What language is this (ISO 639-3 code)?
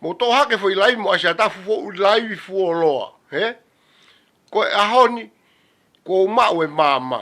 ton